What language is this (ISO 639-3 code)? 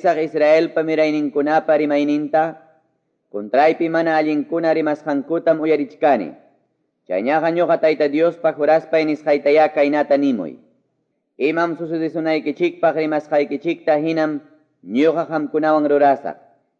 que